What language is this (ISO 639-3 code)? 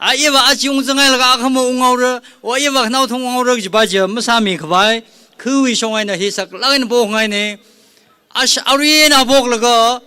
nmf